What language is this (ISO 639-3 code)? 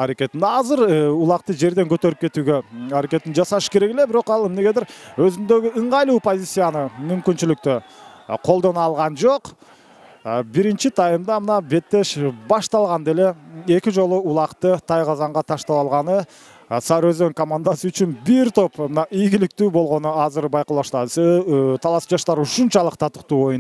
kir